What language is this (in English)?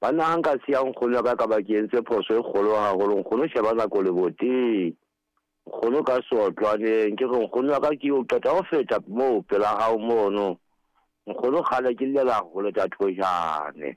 Southern Sotho